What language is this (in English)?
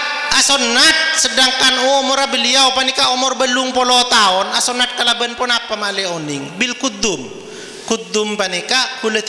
Madurese